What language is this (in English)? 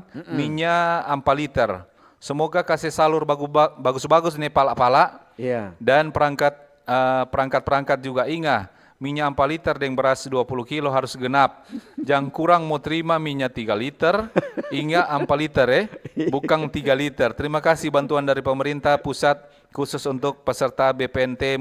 Manado Malay